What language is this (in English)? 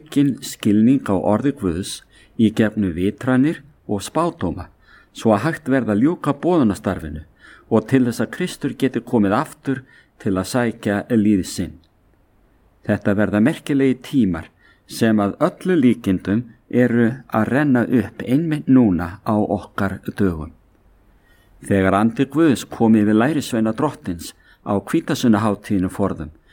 Icelandic